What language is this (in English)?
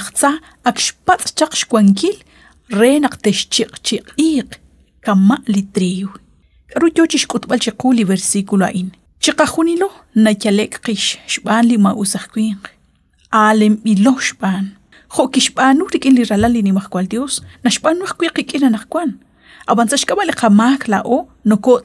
Kekchí